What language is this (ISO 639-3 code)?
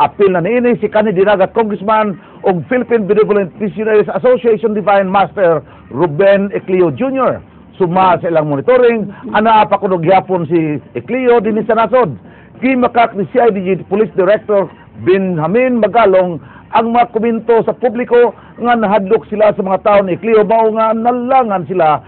ceb